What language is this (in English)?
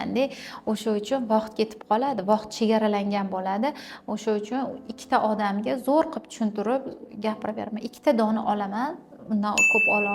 Uzbek